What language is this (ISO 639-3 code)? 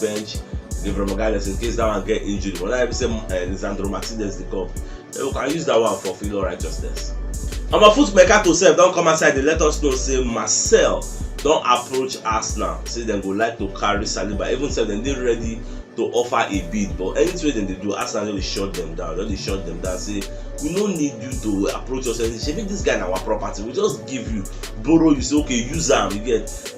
pcm